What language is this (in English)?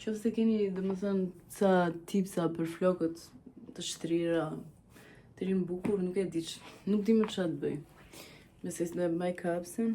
Albanian